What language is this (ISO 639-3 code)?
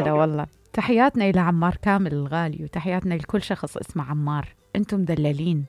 acm